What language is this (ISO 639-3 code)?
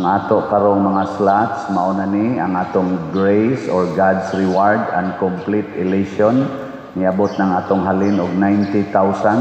ceb